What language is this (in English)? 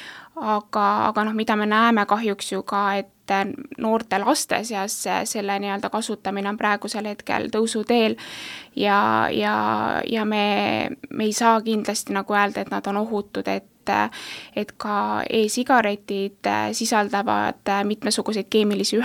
Estonian